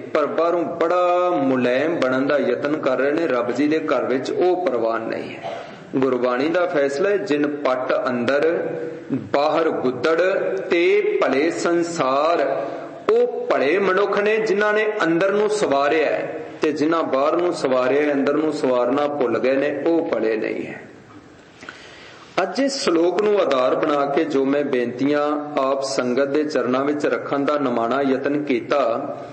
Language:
Punjabi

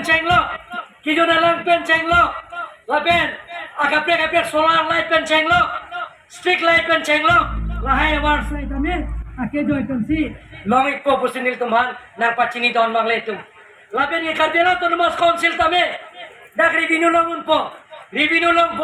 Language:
Karbi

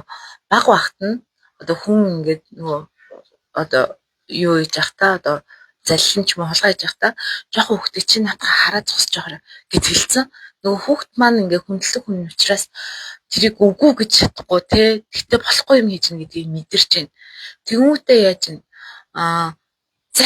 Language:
Mongolian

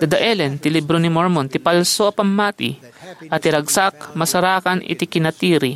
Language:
Iloko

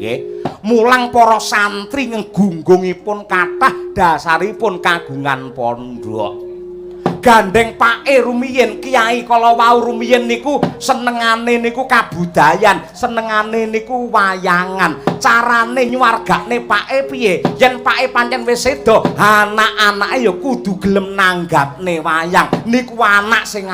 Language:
Javanese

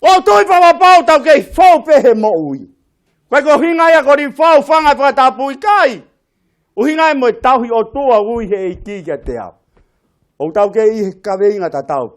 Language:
Tongan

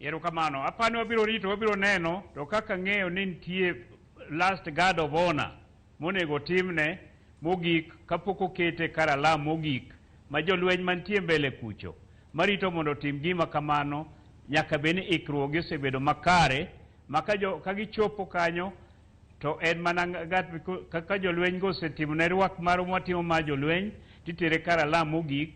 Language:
Luo (Kenya and Tanzania)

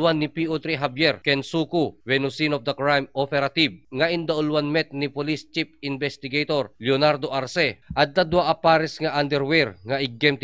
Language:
Iloko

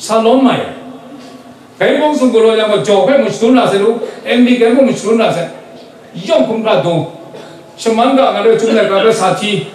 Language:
Kachin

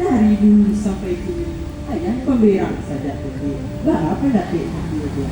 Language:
Minangkabau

